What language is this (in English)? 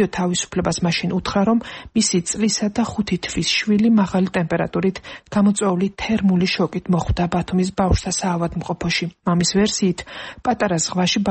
Georgian